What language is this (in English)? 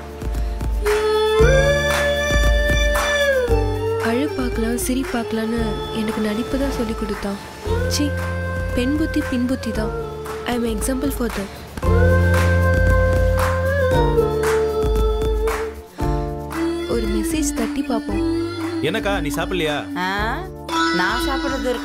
Tamil